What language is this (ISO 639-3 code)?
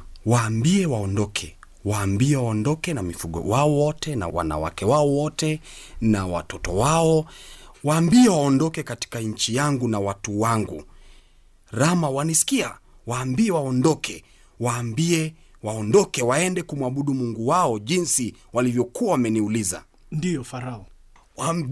swa